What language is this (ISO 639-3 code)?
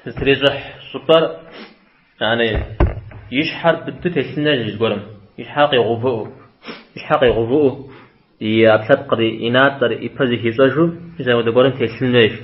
kbd